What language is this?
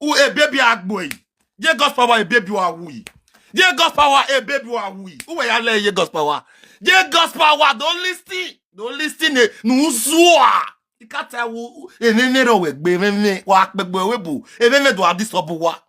Nigerian Pidgin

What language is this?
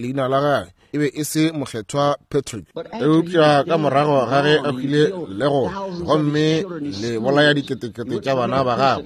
Northern Sotho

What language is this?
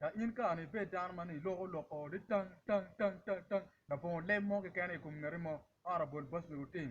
Acoli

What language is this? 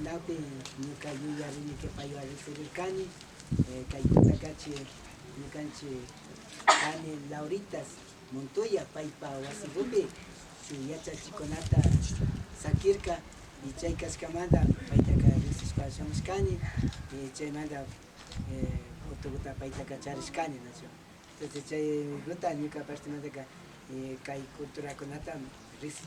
Imbabura Highland Quichua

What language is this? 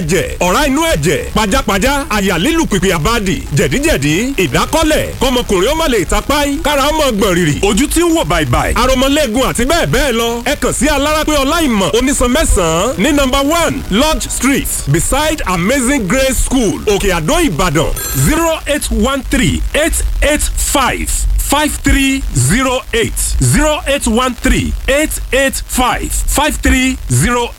Yoruba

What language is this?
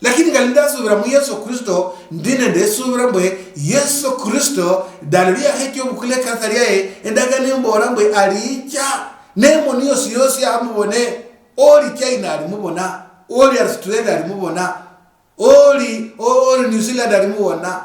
Luyia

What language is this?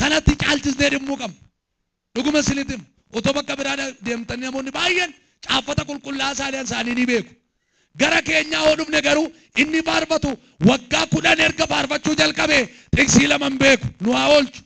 Oromo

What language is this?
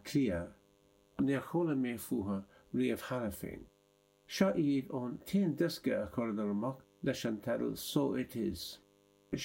Irish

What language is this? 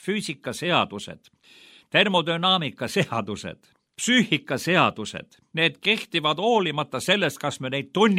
Estonian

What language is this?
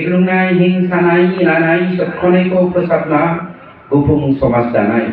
Bodo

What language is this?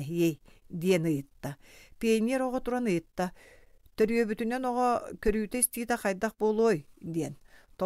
Yakut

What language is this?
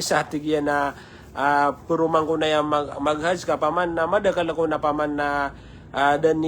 Maranao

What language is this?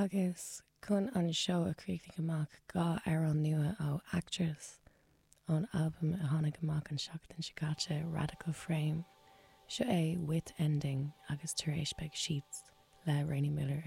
Irish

